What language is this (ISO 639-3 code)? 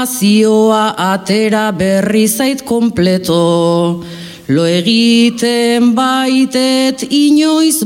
eus